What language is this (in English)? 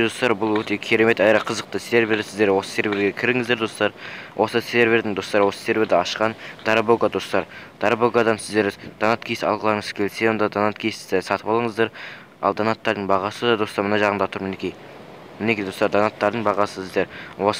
Kazakh